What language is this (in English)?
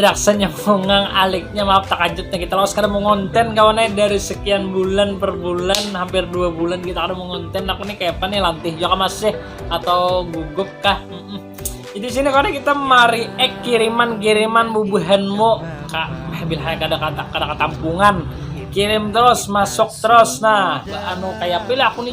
Banjar